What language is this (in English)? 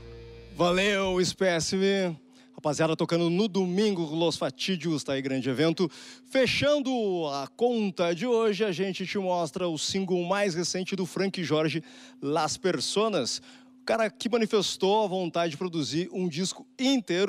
Portuguese